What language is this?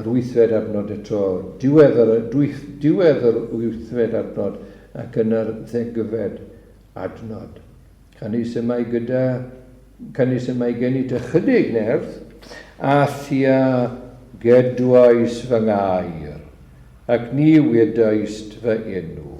Welsh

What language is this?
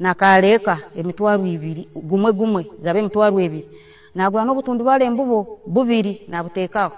Nyankole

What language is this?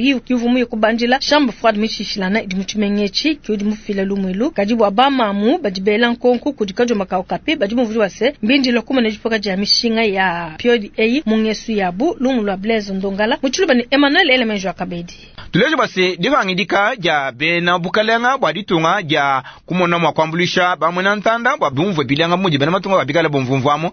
Luba-Lulua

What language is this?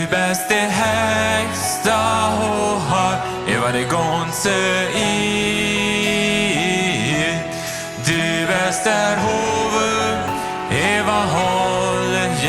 Plautdietsch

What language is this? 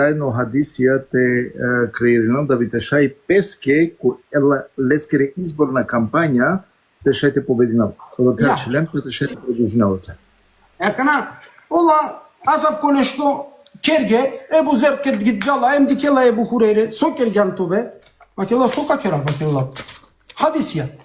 Balkan Romani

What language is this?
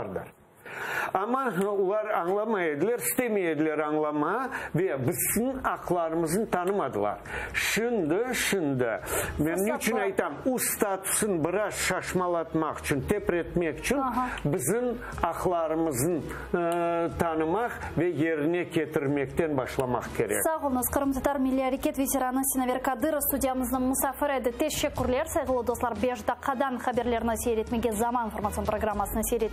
Crimean Tatar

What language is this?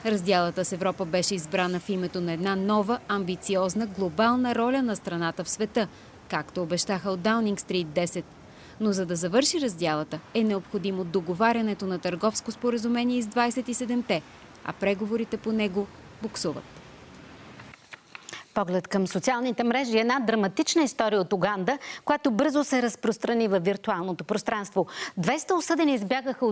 Bulgarian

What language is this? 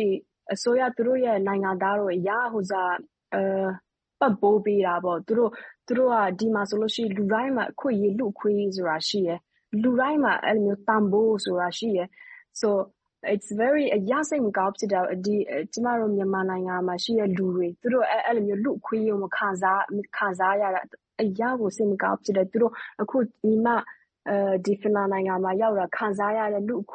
Burmese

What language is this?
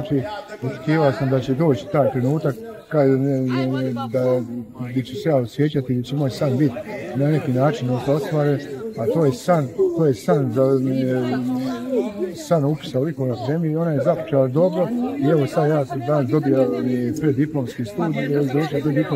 Croatian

